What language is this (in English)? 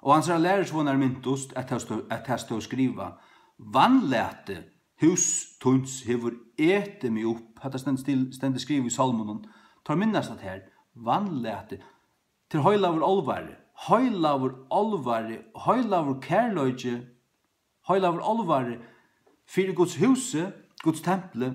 Faroese